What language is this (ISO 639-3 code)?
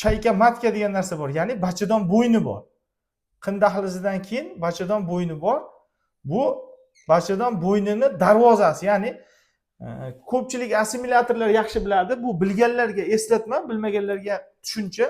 uzb